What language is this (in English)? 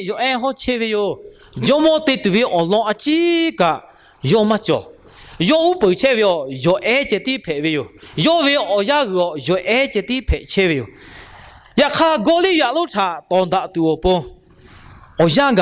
Lahu